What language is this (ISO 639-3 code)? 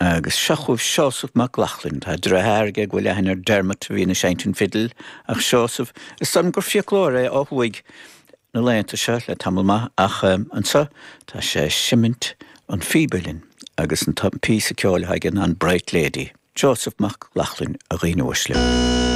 gle